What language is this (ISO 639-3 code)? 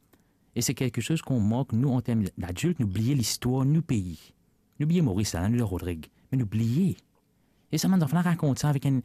mfe